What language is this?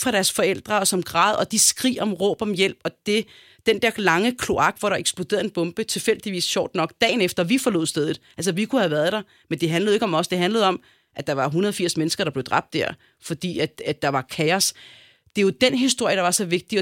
Danish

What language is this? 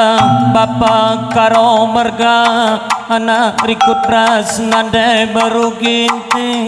Batak Karo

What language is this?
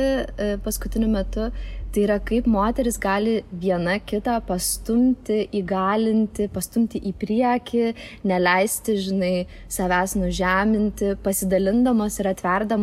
Lithuanian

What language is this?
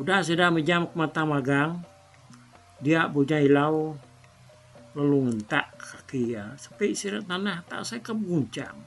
Iban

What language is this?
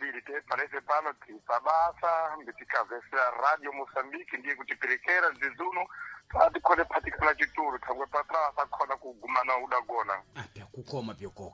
Sena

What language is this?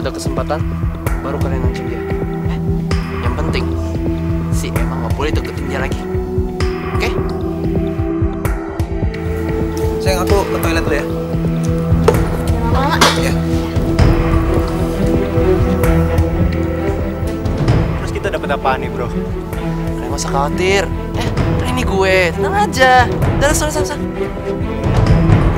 Indonesian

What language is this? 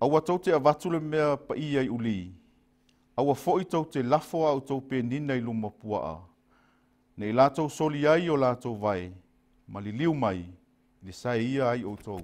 Samoan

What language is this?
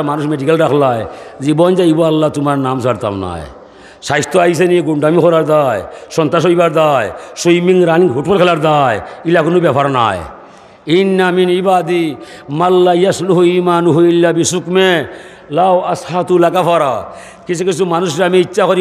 Sylheti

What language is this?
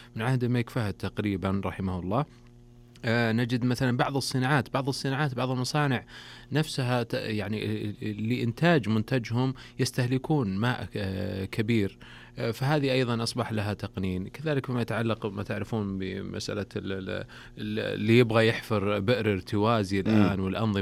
Najdi Arabic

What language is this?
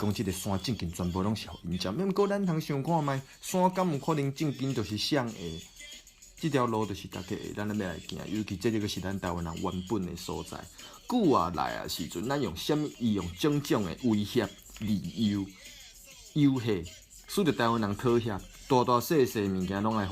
Min Nan Chinese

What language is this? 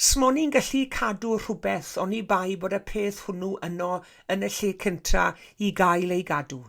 Welsh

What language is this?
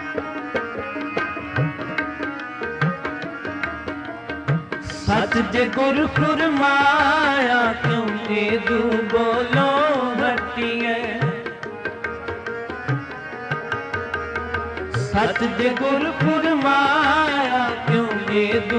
Punjabi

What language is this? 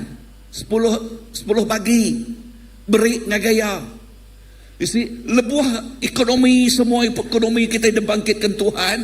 Iban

